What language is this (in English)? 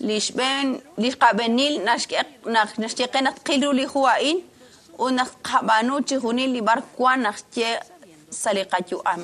Kekchí